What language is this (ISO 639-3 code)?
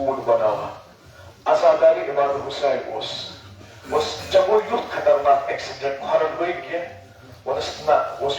kas